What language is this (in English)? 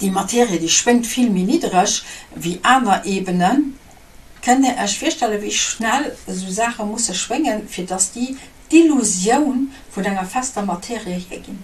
Luxembourgish